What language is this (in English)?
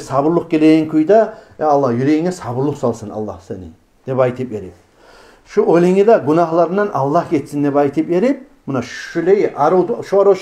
Kumyk